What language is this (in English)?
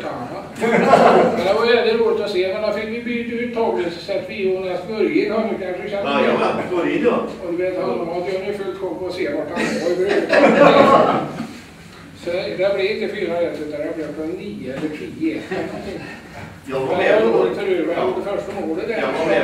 Swedish